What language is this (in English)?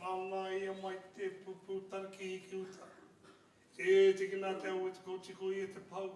Māori